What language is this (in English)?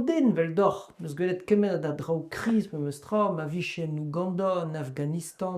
Breton